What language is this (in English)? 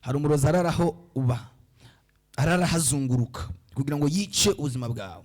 Rundi